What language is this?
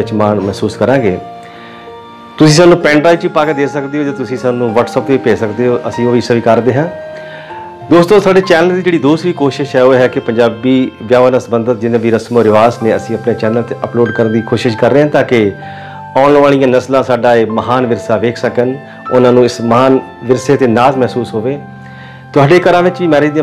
Punjabi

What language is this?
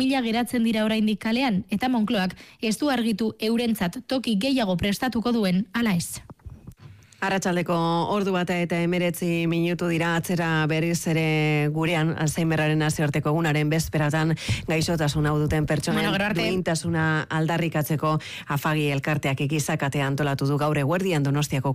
Basque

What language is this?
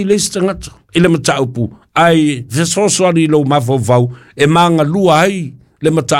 Samoan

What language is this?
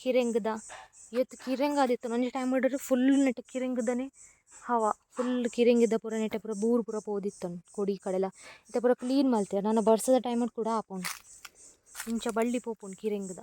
Tulu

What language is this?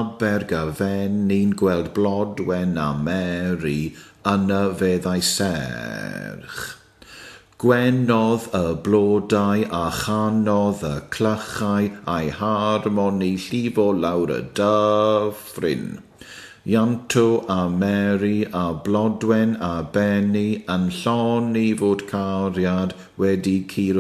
Welsh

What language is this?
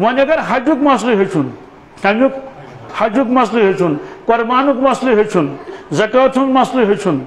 Kashmiri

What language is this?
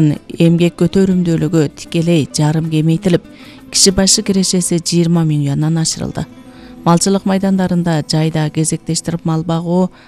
Kyrgyz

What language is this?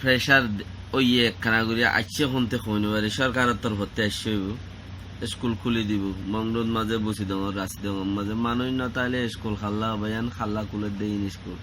Rohingya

